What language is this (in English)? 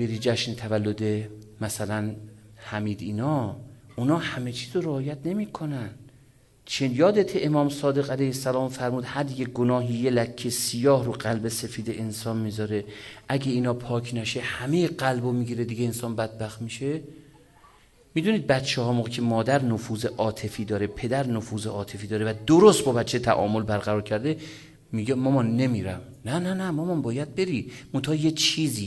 Persian